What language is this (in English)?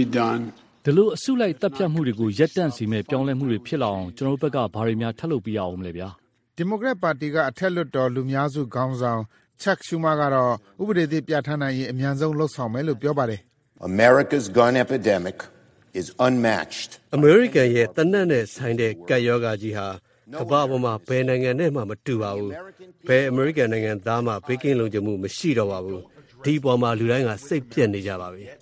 Burmese